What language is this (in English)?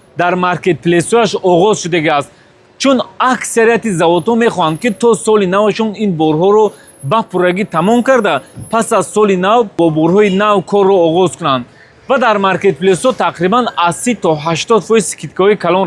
Tajik